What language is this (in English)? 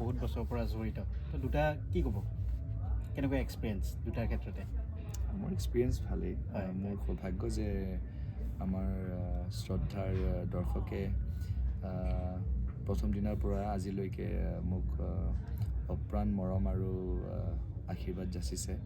Assamese